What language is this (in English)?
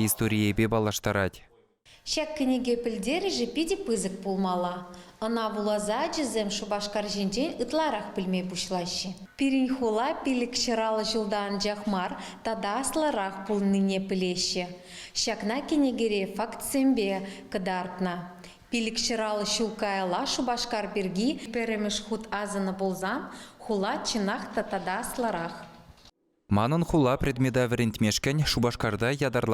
Chuvash